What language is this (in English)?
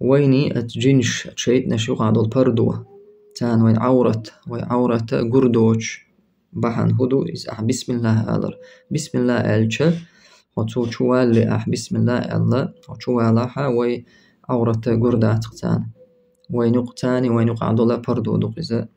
Chechen